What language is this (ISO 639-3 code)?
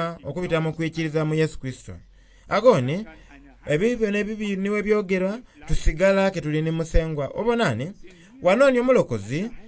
xog